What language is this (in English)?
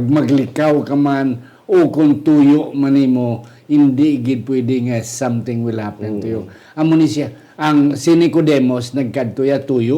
Hiligaynon